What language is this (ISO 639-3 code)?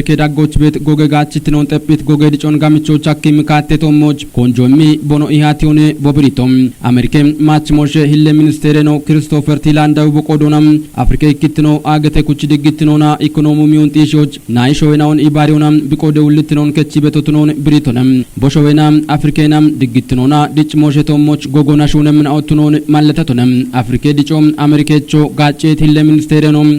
kbr